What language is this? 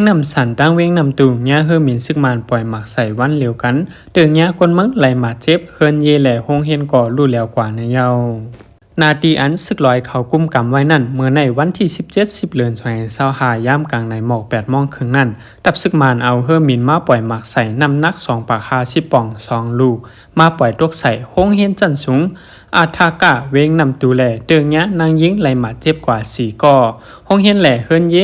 Shan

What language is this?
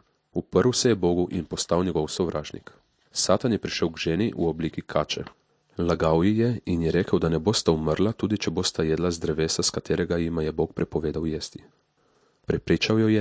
Slovenian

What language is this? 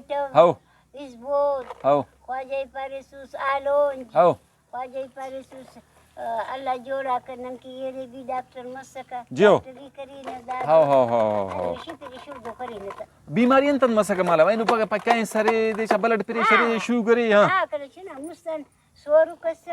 Brahui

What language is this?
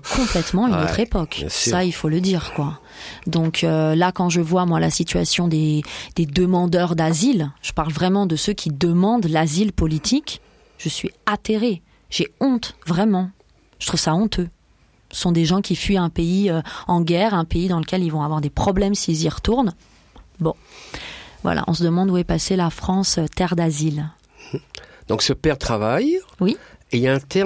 French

